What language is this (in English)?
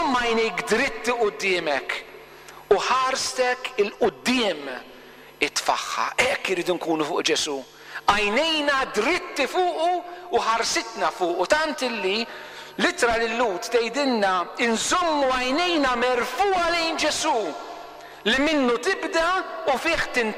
Maltese